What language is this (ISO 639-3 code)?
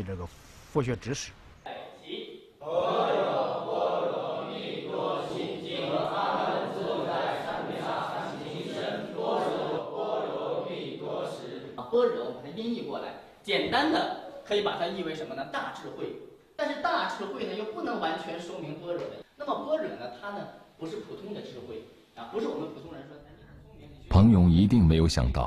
zho